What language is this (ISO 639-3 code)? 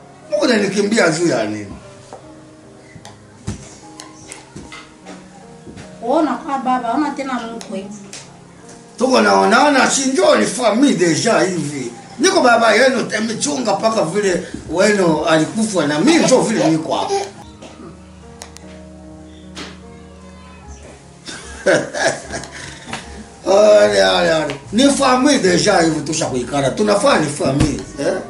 swa